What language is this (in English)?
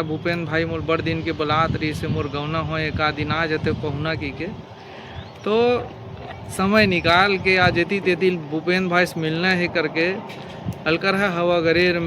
Chhattisgarhi